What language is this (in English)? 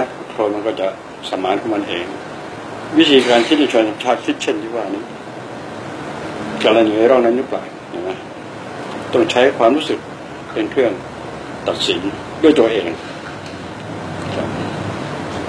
Thai